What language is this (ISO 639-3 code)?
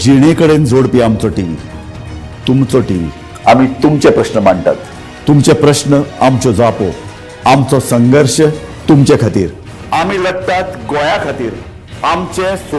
kok